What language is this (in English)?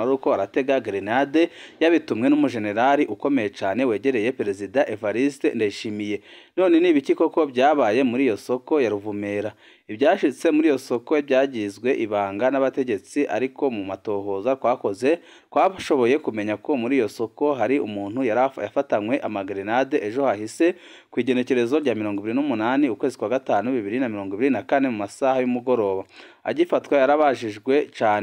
Rundi